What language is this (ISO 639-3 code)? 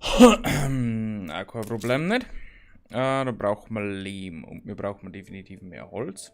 bar